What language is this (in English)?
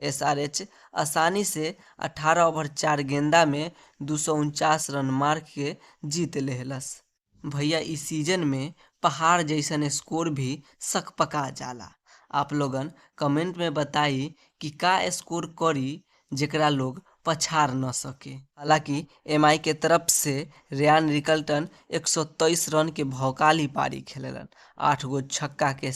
Bhojpuri